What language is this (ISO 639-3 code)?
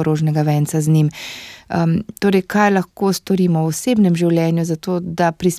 slv